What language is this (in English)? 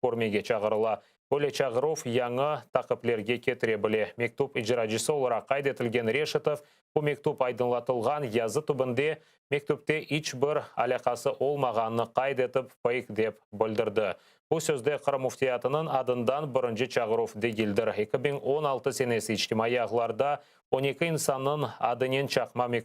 Crimean Tatar